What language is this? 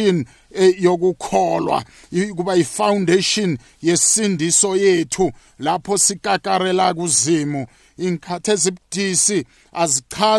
South Ndebele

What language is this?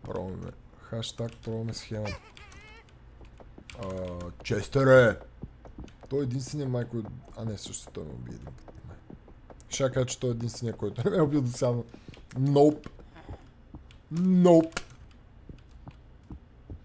Bulgarian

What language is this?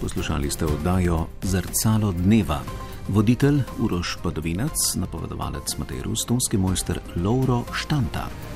Slovenian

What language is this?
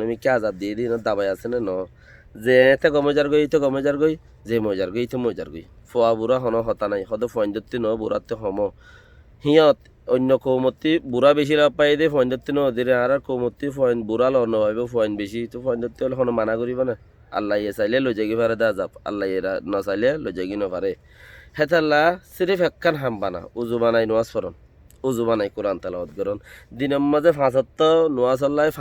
Rohingya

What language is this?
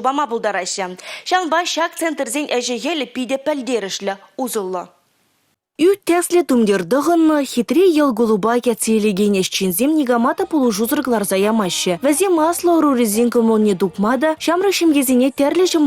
Chuvash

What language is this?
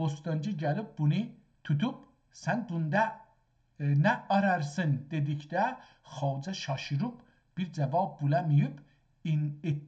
South Azerbaijani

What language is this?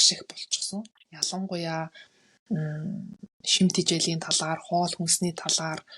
Mongolian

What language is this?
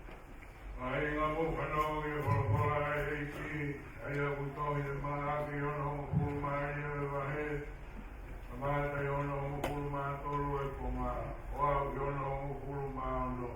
Tongan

